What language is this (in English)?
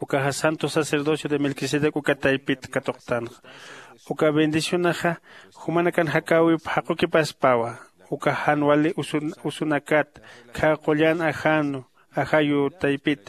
Aymara